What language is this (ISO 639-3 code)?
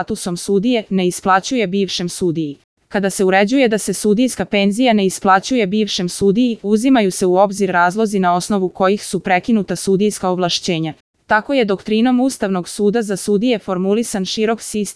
srp